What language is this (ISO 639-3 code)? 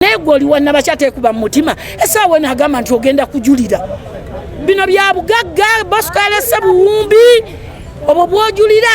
lug